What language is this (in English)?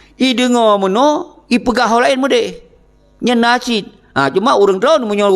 Achinese